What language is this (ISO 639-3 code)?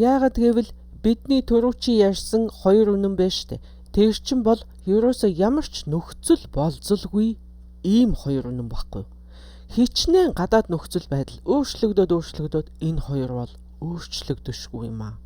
mon